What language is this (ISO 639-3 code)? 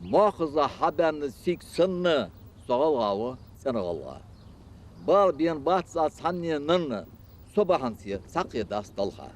inh